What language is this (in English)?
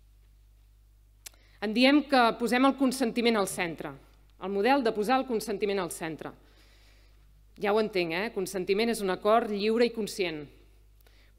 Catalan